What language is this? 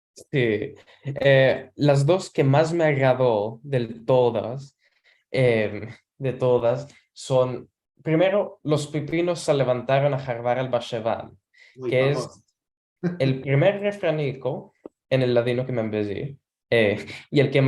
Ladino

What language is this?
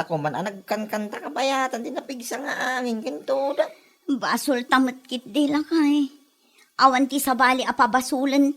Iloko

